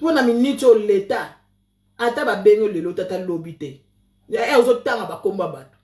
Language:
Lingala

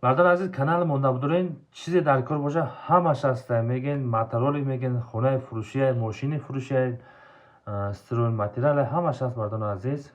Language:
Tajik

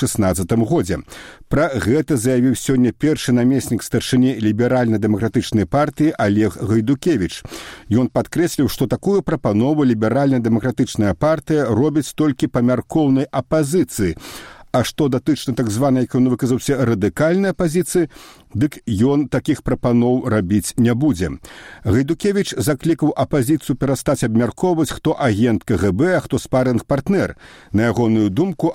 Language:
Belarusian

